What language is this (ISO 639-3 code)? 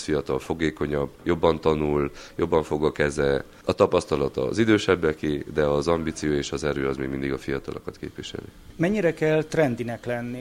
hun